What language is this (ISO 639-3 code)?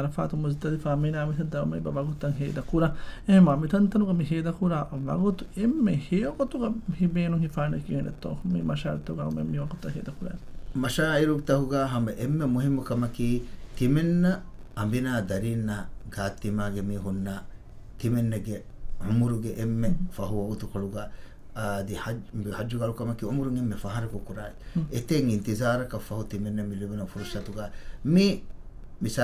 div